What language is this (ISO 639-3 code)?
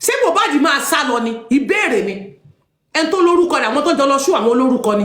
yor